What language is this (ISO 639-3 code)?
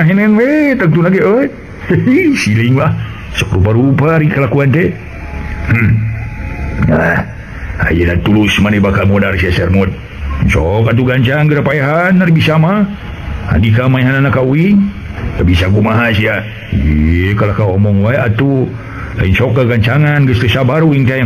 sun